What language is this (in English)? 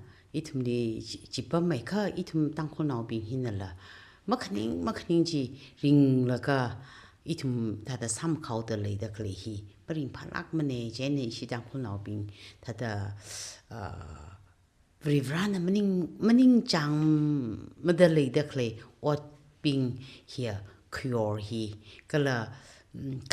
Tangkhul Naga (India)